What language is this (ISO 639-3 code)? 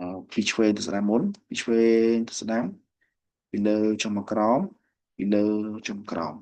khm